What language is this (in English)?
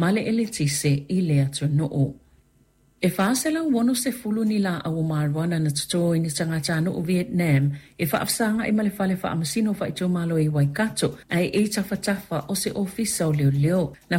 Samoan